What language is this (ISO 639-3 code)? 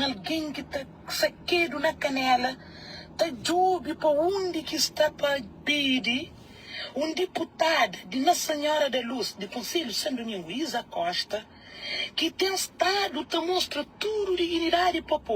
kea